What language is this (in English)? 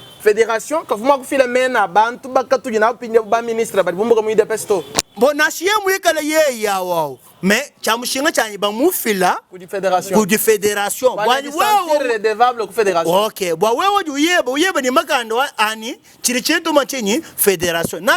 Luba-Lulua